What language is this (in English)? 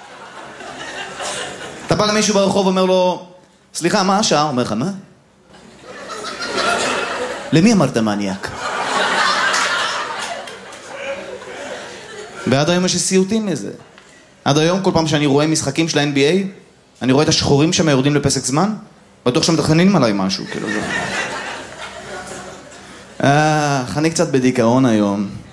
Hebrew